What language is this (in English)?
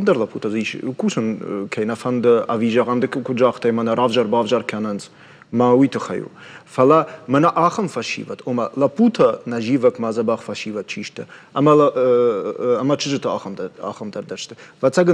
Ossetic